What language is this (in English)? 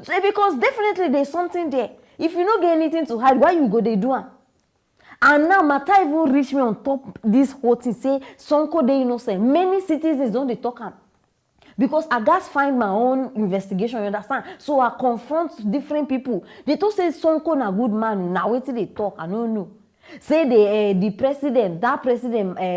Nigerian Pidgin